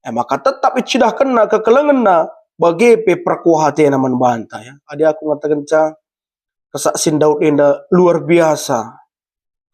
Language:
Batak Karo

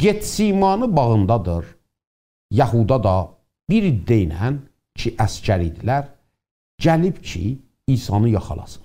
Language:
South Azerbaijani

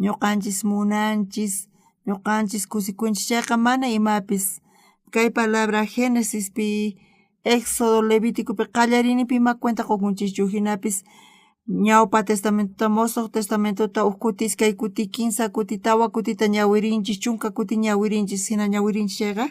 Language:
South Bolivian Quechua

